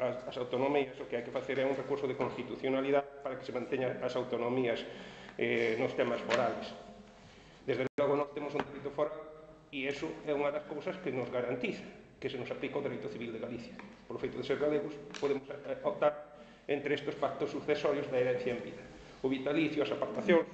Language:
Galician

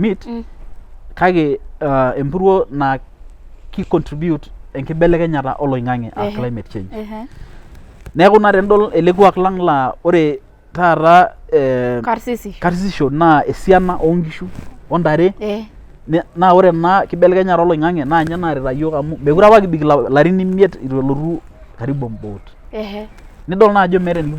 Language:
Masai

